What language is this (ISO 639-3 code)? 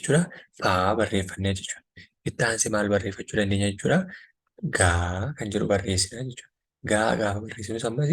orm